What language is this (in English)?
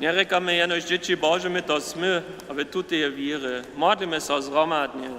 Upper Sorbian